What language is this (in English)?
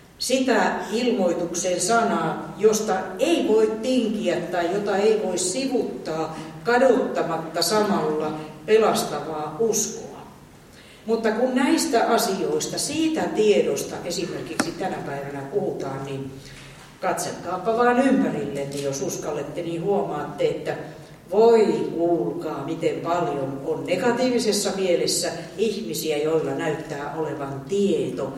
Finnish